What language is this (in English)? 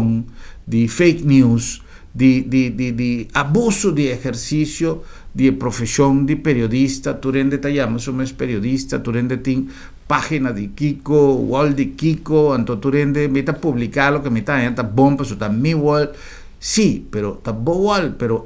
Papiamento